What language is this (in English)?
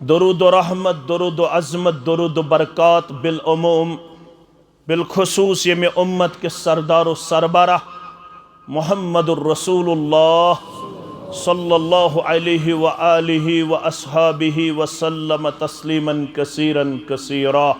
Kashmiri